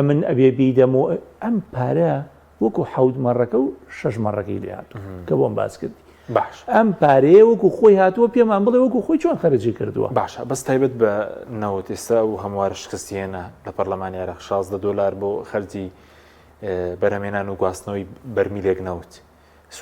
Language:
Central Kurdish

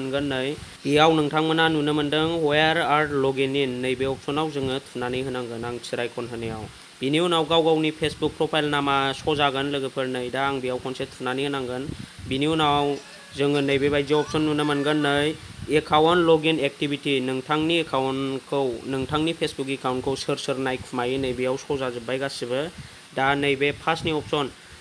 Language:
Bodo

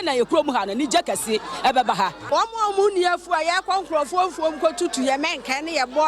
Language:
Akan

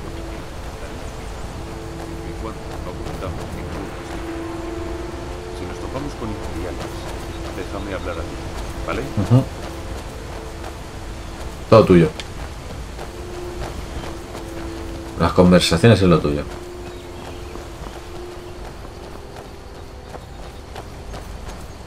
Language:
Spanish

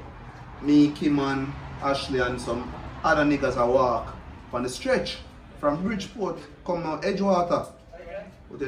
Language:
Jamaican Creole English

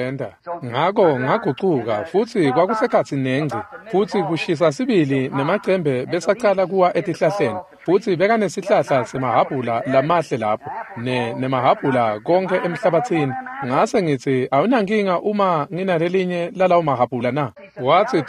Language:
Swati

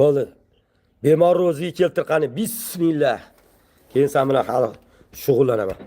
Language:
Uzbek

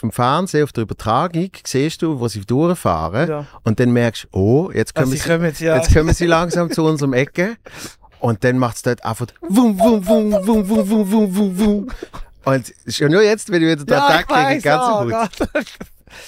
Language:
Swiss German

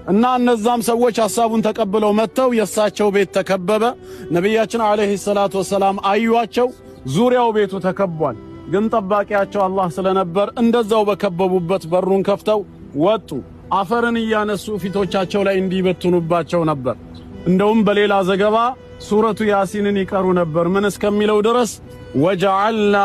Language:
Amharic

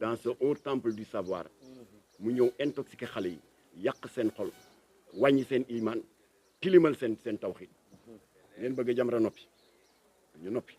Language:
Wolof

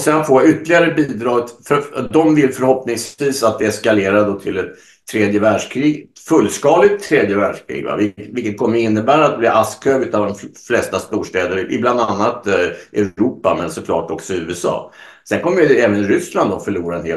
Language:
Swedish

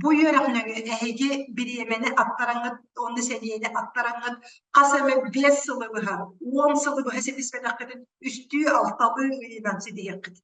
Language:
Yakut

